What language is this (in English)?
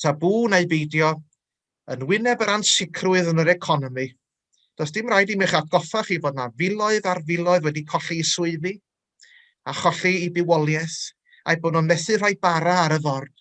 Welsh